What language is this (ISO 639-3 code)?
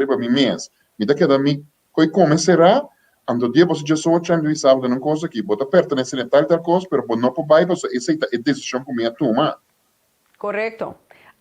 pap